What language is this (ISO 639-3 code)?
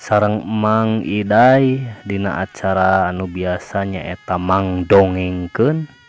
sun